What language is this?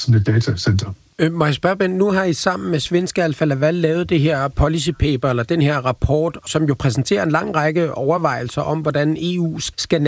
Danish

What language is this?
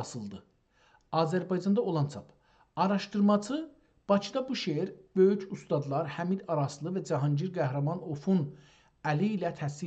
South Azerbaijani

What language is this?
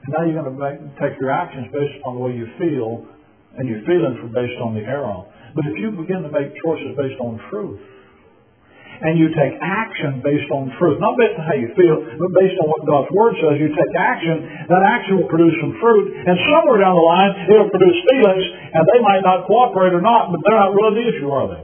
English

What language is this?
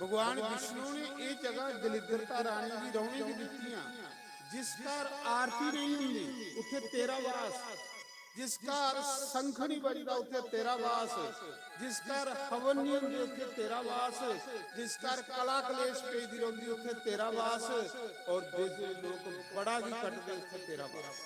Dogri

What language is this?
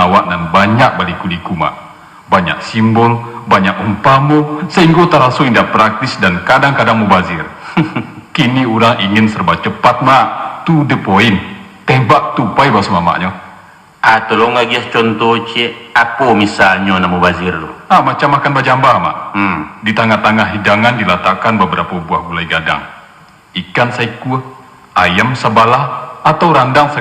Minangkabau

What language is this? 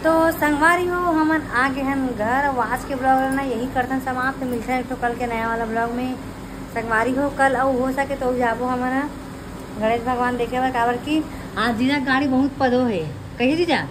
Chhattisgarhi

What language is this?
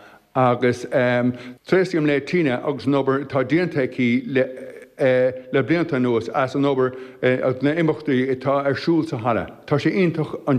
Irish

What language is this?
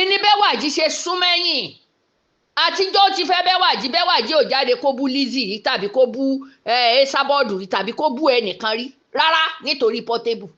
Yoruba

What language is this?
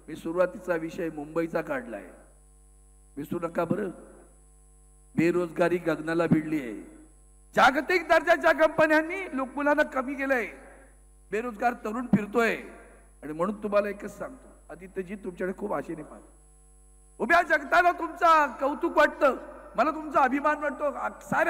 Marathi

